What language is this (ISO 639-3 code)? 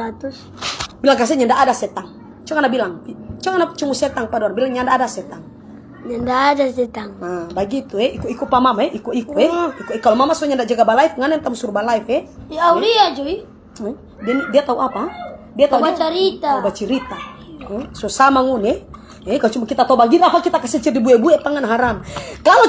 xmm